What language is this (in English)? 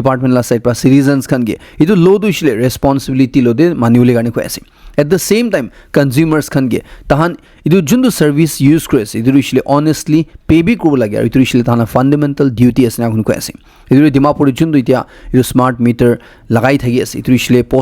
Naga Pidgin